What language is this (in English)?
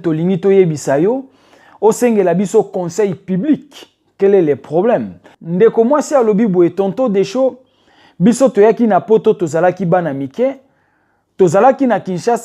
Lingala